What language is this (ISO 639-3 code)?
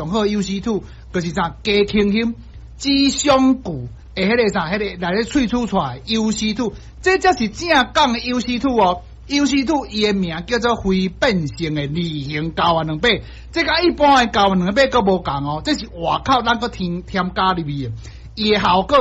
nan